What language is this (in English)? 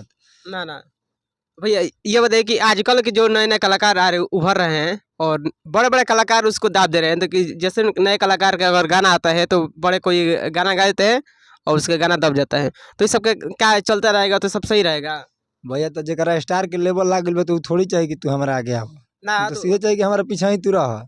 Bhojpuri